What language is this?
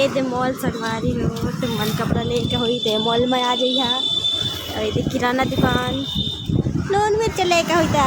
Chhattisgarhi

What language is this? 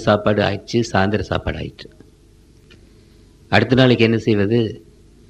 Tamil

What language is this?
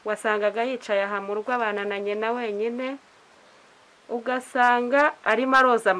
Kinyarwanda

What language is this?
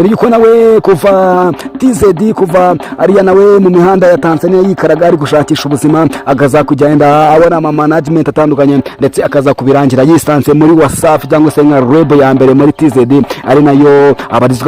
Kinyarwanda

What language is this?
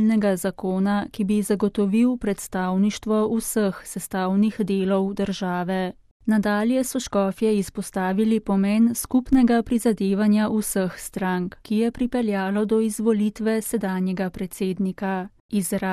Slovenian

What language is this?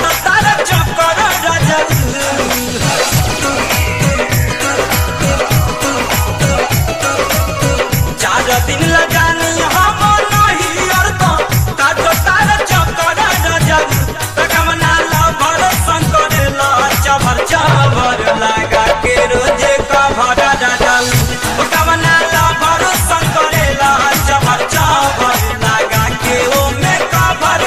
Bhojpuri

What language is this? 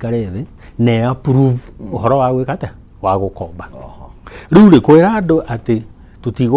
Kikuyu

